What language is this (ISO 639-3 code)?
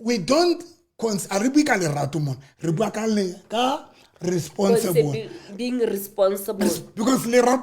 sot